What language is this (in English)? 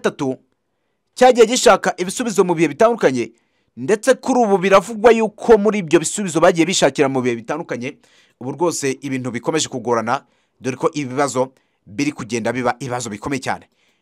Kinyarwanda